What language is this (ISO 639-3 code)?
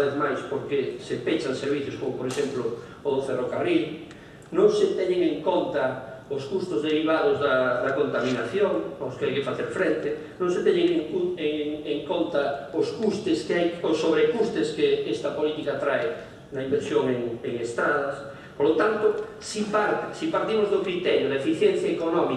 glg